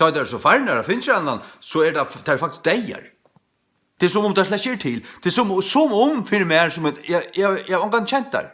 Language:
Faroese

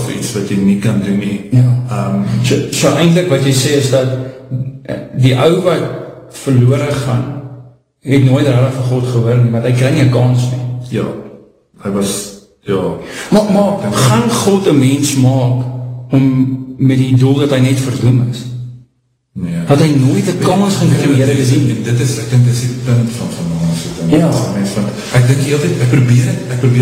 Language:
Afrikaans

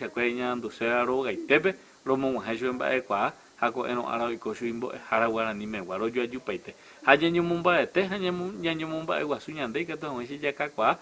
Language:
Guarani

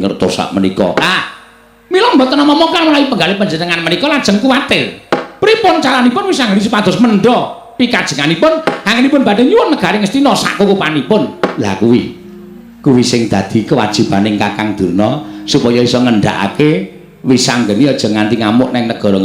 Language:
Javanese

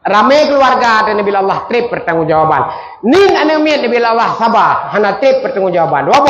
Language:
Achinese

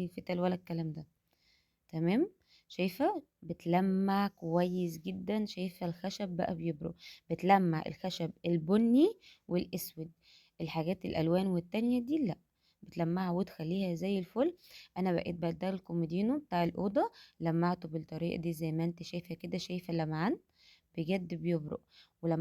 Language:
Egyptian Arabic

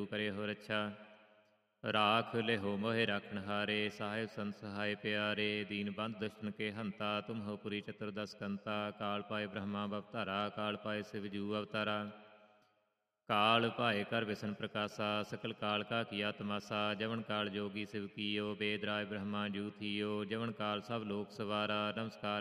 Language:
Punjabi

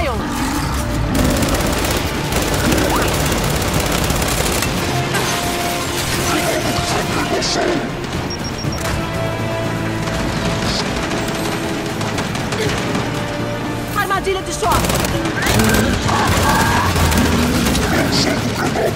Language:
Portuguese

